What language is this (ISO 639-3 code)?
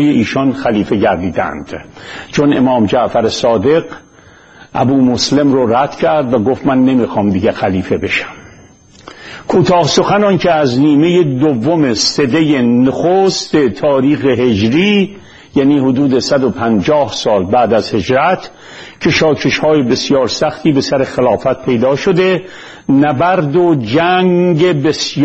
fas